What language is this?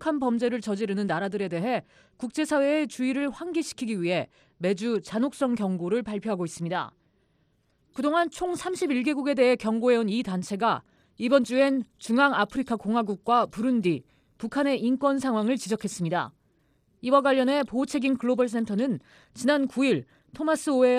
Korean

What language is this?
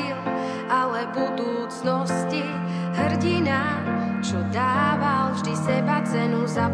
Slovak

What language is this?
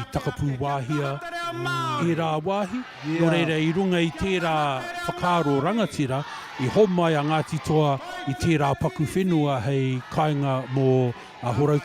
Māori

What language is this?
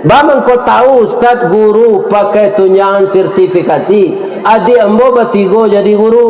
Minangkabau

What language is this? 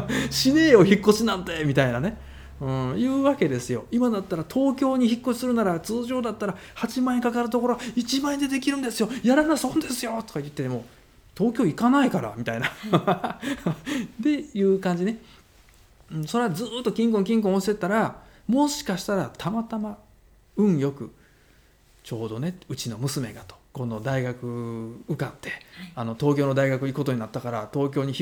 Japanese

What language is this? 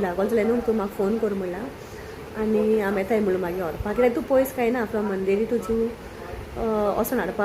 Konkani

